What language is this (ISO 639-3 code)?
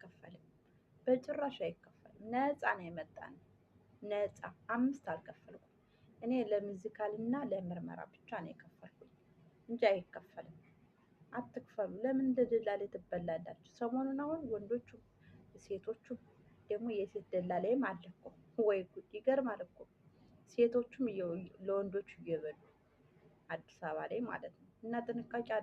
amh